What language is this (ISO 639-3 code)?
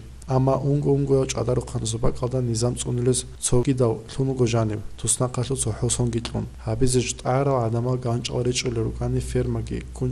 ava